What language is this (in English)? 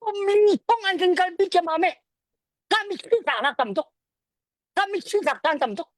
Hakha Chin